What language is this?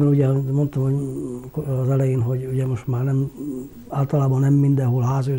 Hungarian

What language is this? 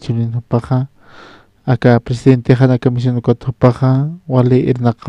Aymara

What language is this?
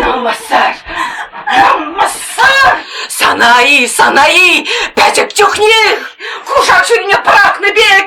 Chuvash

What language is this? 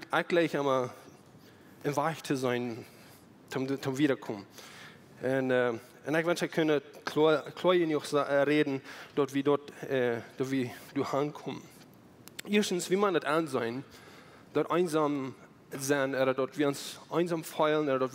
Plautdietsch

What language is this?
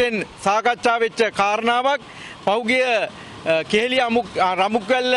Sinhala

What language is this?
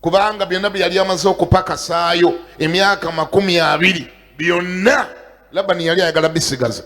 Ganda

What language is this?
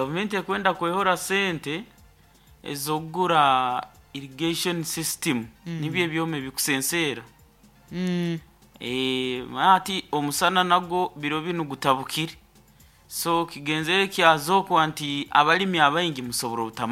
Nyoro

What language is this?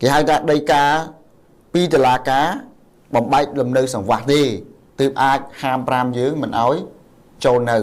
Khmer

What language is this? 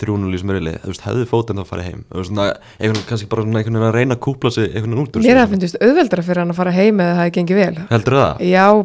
Icelandic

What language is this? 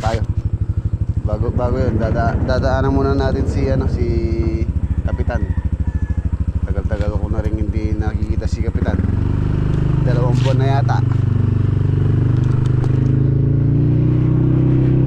Filipino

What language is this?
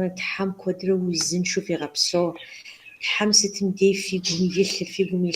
Kabardian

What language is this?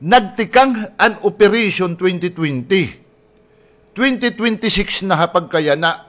Waray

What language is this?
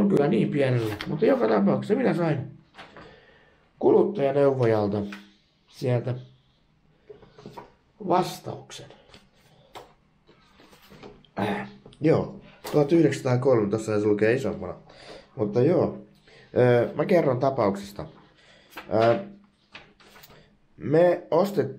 Finnish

